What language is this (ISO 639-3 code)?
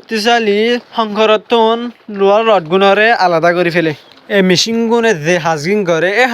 rhg